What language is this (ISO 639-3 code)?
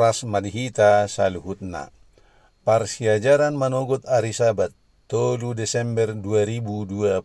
bbc